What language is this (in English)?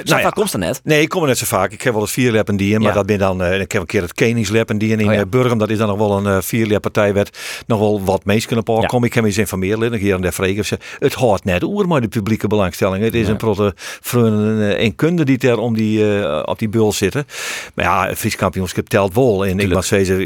Western Frisian